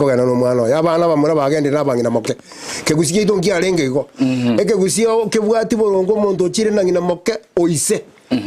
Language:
Gusii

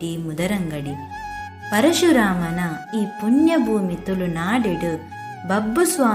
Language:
Tulu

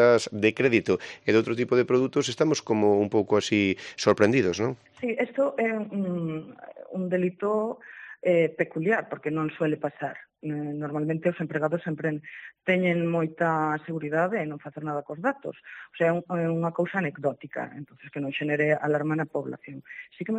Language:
Galician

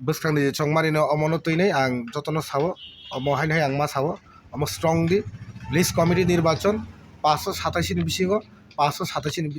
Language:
Kok Borok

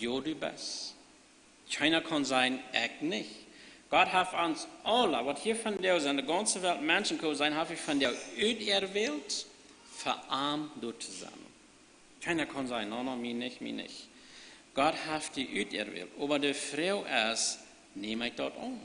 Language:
Plautdietsch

